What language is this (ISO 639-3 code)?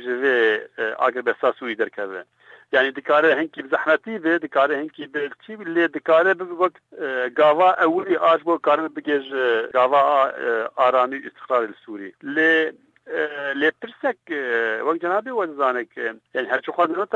kur